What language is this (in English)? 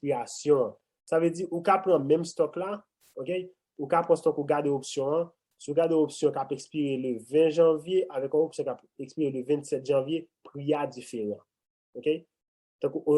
Haitian Creole